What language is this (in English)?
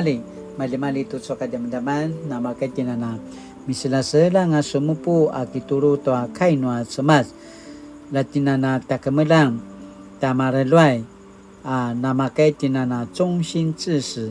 Paiwan